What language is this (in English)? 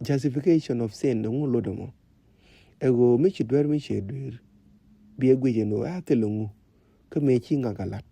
Nuer